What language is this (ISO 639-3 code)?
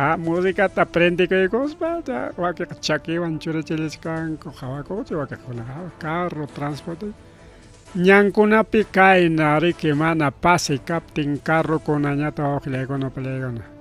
quy